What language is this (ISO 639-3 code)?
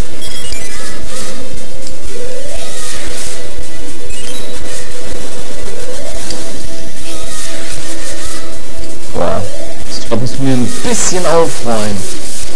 deu